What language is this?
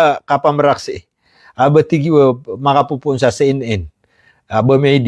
Maranao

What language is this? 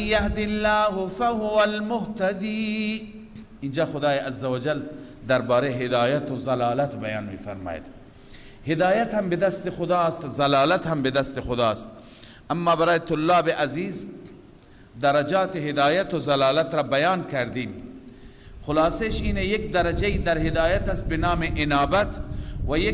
Persian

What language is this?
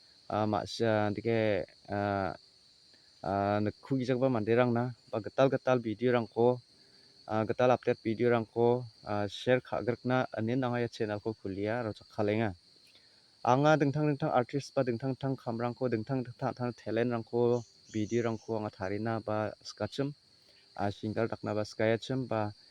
Garo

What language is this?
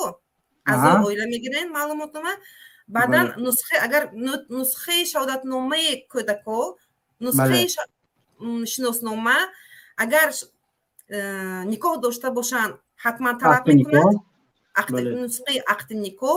Tajik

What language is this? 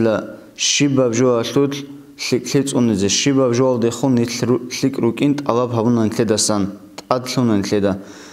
Avaric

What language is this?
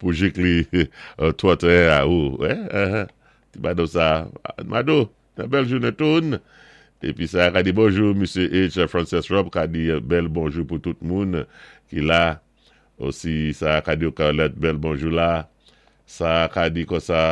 Saint Lucian Creole French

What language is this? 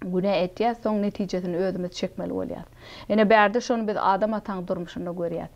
Turkmen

